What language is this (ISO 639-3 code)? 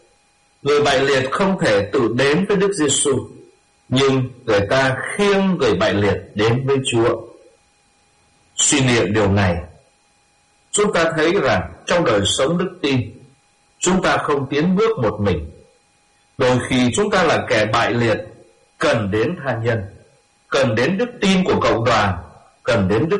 vie